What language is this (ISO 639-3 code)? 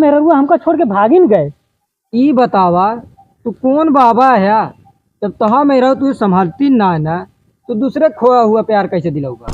awa